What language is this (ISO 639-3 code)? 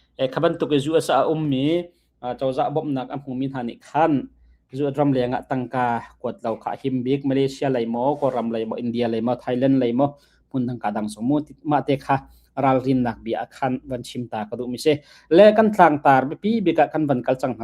cnh